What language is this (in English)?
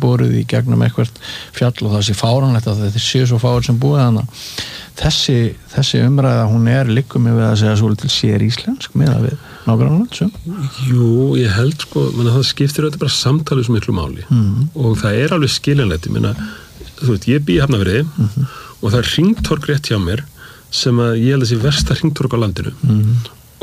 Icelandic